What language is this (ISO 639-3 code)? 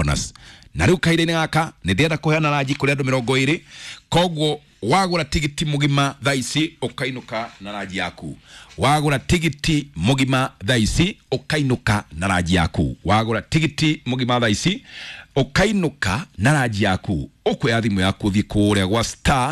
kik